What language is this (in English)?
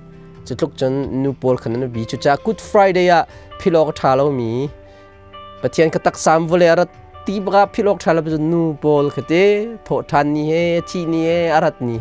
Hakha Chin